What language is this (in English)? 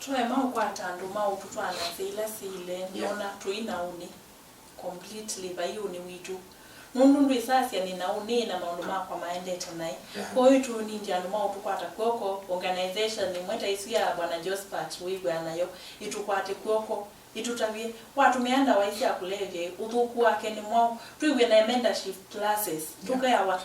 Kamba